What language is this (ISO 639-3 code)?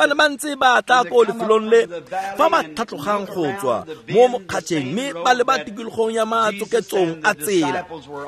tsn